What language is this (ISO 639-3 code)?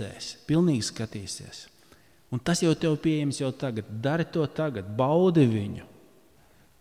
lav